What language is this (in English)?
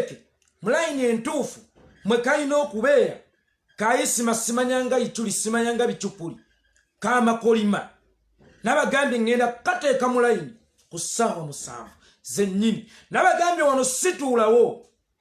Ganda